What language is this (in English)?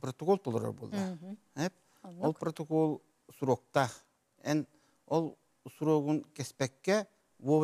Yakut